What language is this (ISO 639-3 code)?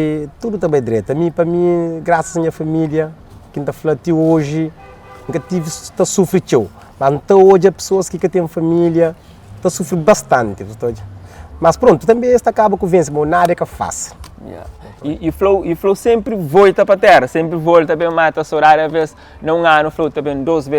kea